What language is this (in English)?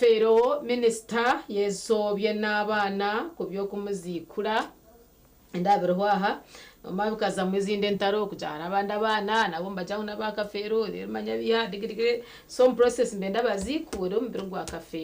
Nyankole